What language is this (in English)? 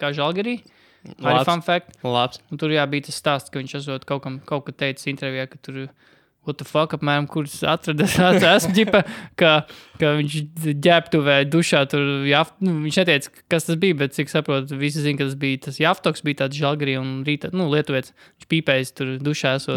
Latvian